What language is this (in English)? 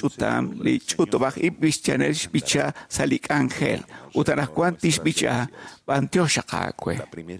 Kekchí